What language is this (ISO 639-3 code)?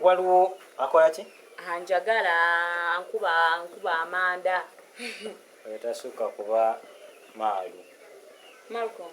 lug